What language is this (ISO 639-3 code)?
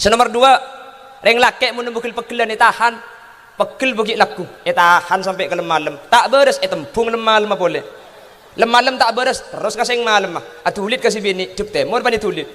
mad